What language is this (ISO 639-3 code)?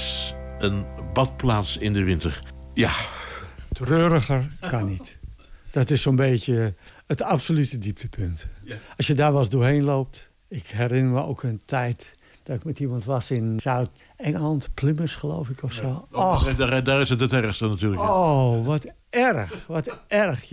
nld